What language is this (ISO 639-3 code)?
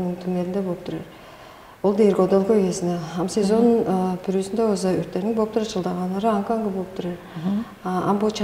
tyv